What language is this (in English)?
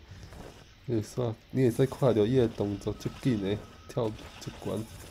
Min Nan Chinese